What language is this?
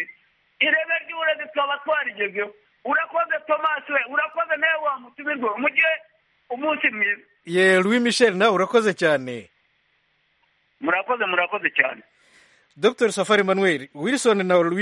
Kinyarwanda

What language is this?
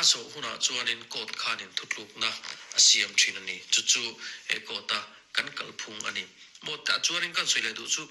Mizo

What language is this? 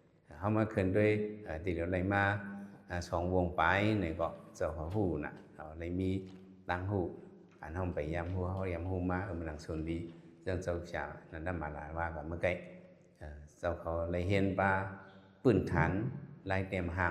Shan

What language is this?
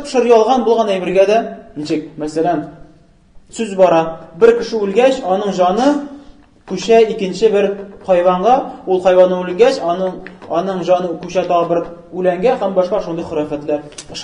Tatar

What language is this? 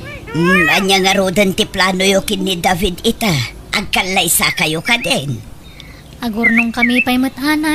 Iloko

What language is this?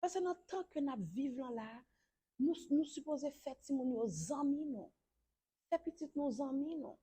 Haitian Creole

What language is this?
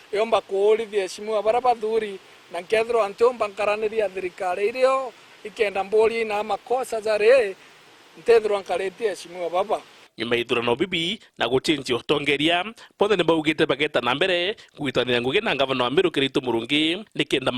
Meru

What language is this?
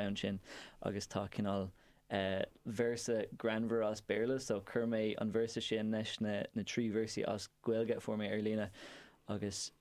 Irish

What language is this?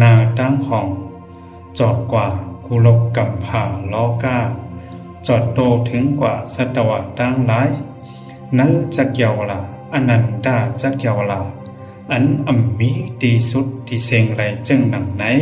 Shan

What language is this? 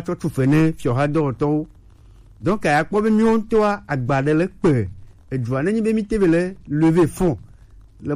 Gen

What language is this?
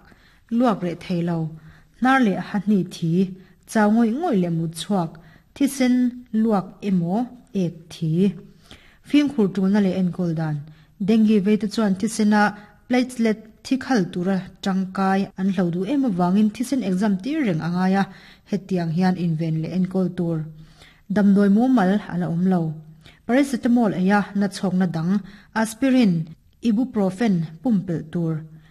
Mizo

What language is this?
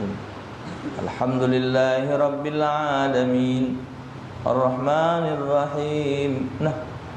Musi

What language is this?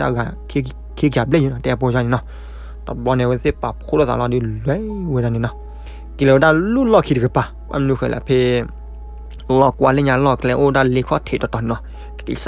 S'gaw Karen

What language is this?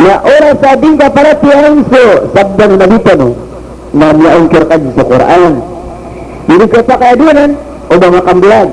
Maranao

